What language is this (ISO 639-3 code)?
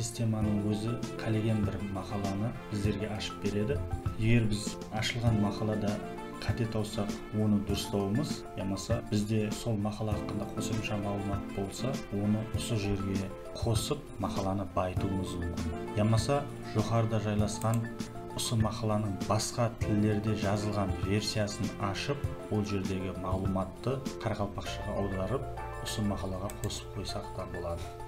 kaa